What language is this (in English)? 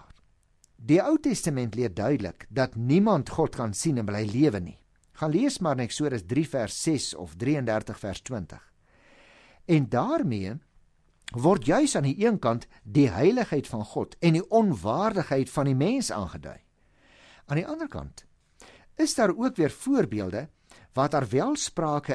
Afrikaans